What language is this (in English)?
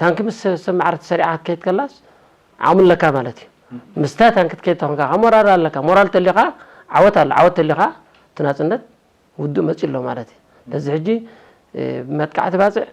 Tigrinya